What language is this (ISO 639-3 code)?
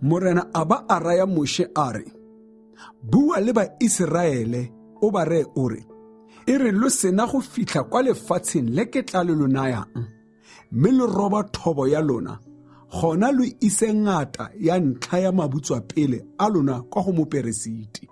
tsn